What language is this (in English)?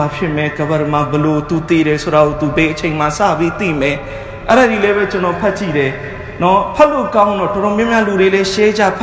Burmese